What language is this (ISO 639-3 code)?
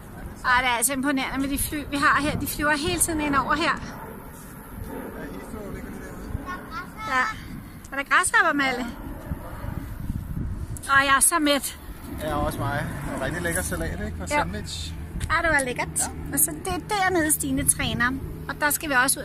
dan